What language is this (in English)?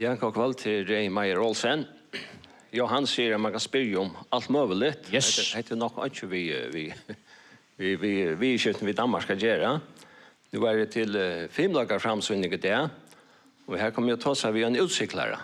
Faroese